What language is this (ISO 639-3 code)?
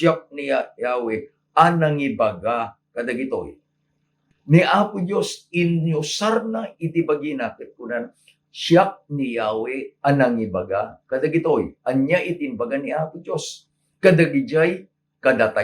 ilo